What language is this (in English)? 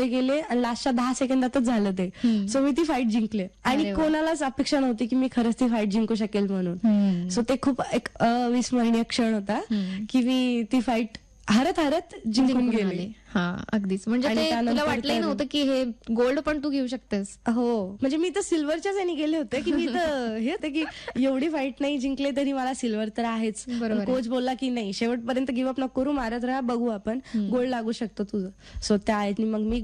Marathi